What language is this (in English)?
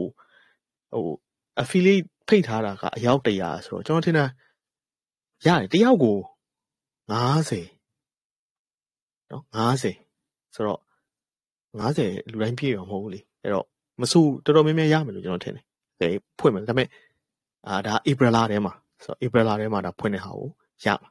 Burmese